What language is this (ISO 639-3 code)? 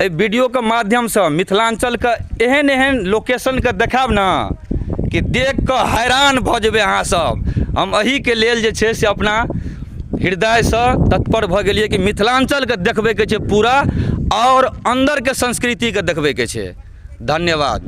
mai